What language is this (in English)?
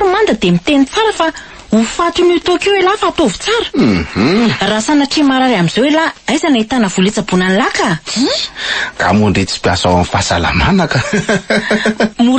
Malagasy